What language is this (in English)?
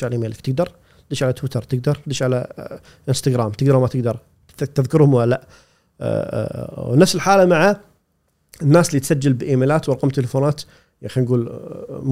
Gulf Arabic